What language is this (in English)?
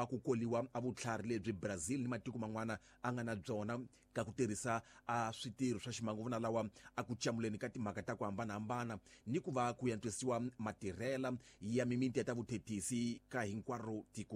Tsonga